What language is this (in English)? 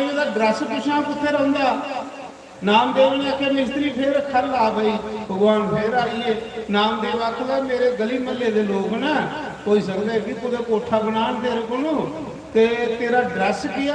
Dogri